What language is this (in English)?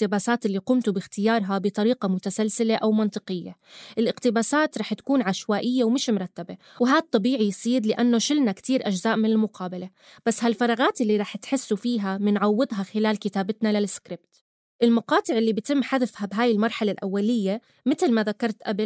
North Levantine Arabic